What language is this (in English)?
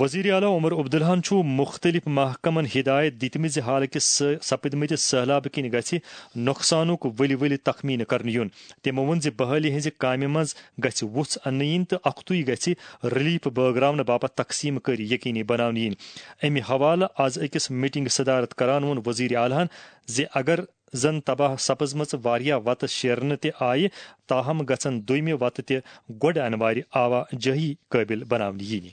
Kashmiri